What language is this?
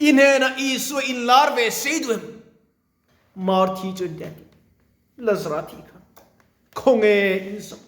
Mizo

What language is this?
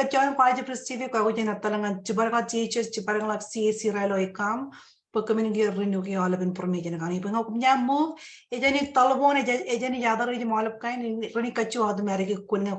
Marshallese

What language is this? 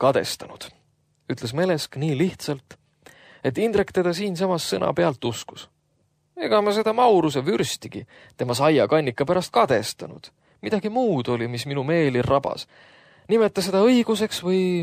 Estonian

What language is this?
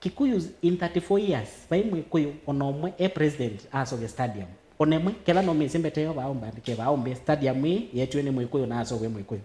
Kamba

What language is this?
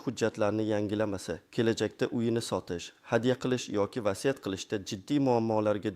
Uzbek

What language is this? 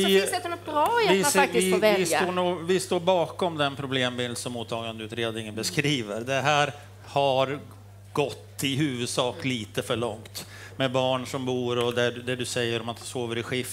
Swedish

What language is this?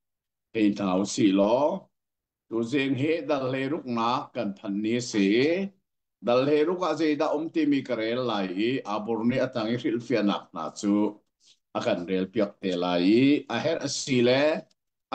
Hakha Chin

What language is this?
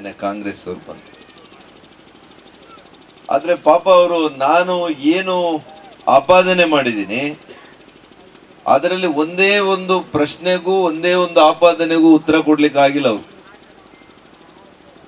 Kannada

